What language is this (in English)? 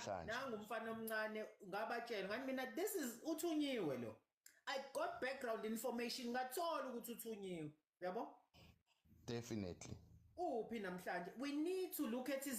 Zulu